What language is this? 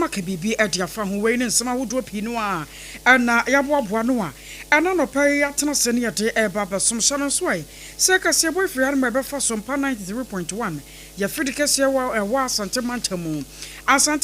Akan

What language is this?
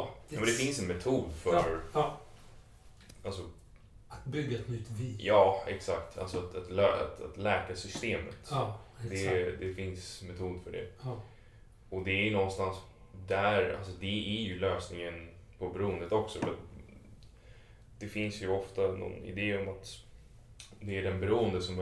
Swedish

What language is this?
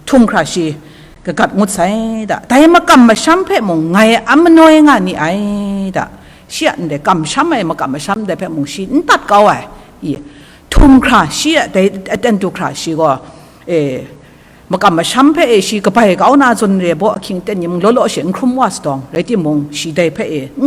Kachin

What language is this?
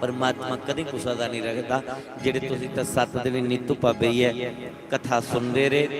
Dogri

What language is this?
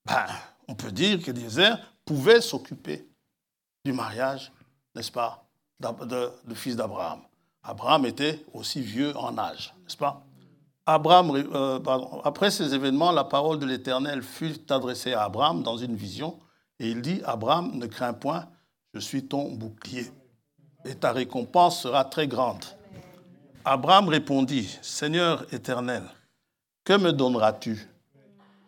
French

